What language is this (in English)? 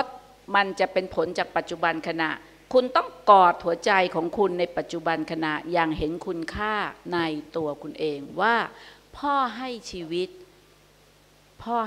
Thai